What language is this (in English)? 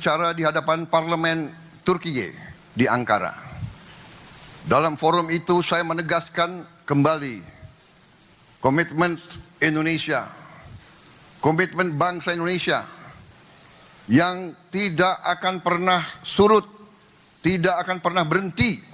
Indonesian